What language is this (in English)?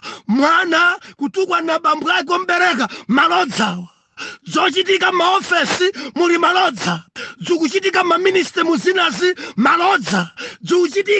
Nyanja